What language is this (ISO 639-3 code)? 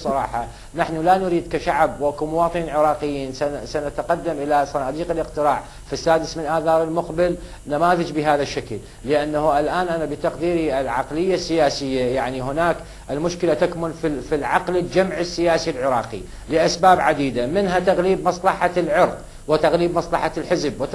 ara